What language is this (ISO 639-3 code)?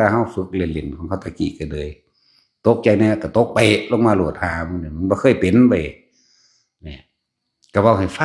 tts